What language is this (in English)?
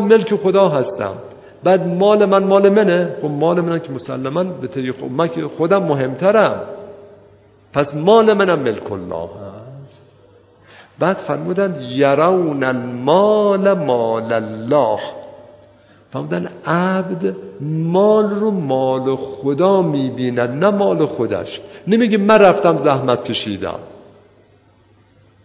Persian